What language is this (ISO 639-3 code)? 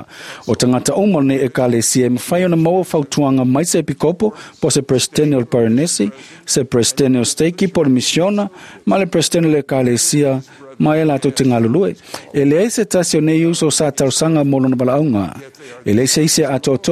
smo